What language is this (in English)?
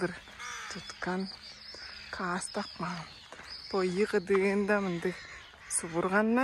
Tuvinian